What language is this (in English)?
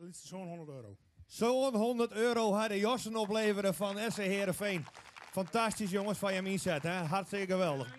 Western Frisian